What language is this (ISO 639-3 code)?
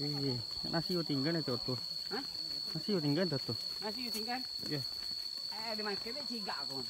min